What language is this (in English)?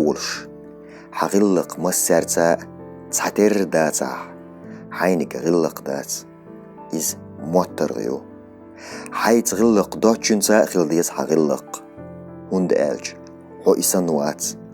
Chechen